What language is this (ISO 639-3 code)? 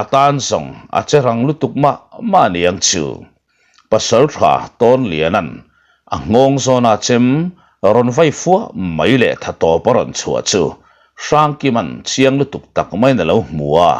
lus